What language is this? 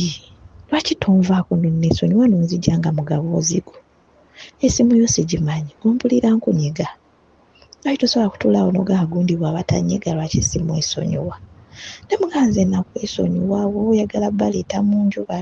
Ganda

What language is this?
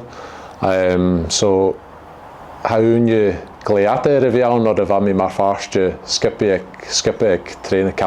Scottish Gaelic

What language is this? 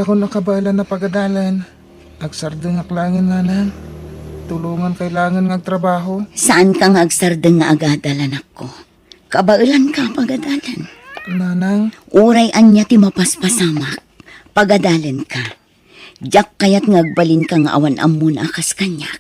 Iloko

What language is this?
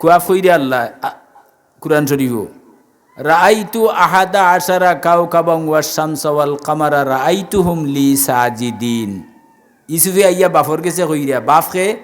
Sylheti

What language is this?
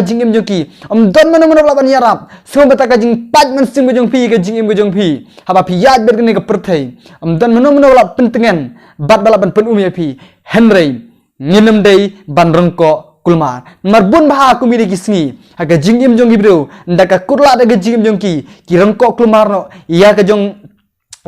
Khasi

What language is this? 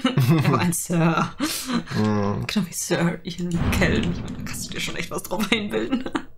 German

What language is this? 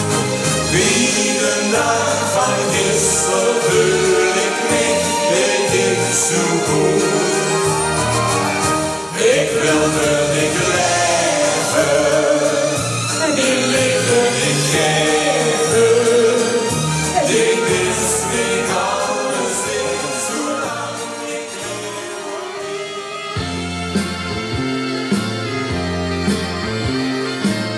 Dutch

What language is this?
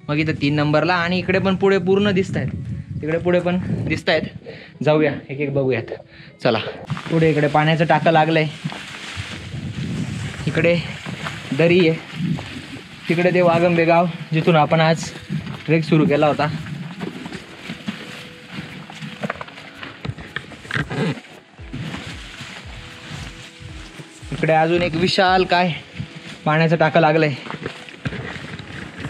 Marathi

